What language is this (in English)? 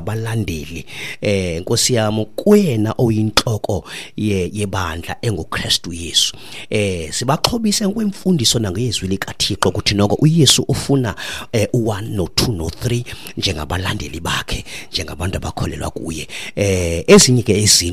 Xhosa